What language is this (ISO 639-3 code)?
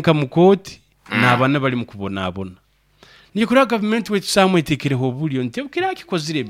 nyo